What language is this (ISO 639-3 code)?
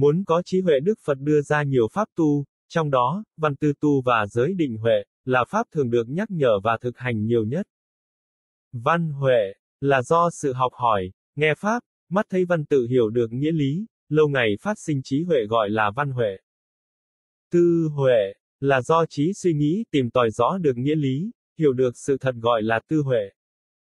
vie